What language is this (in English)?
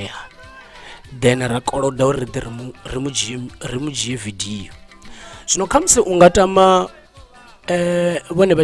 Venda